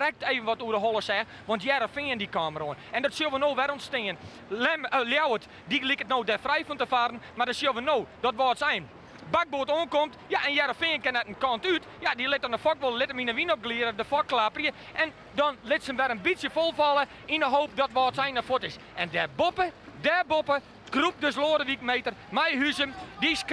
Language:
Western Frisian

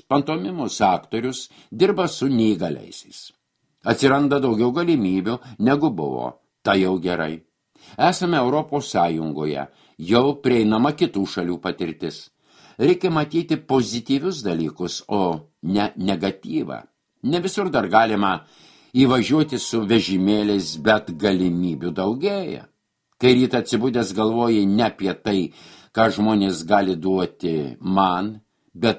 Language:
Lithuanian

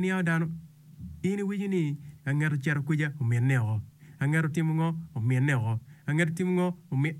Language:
Acoli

